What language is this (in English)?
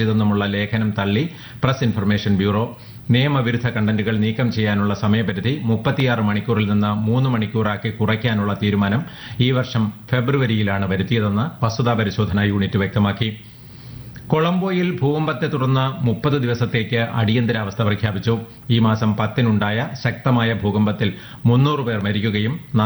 Malayalam